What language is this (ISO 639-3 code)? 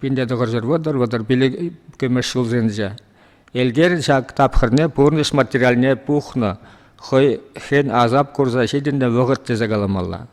chv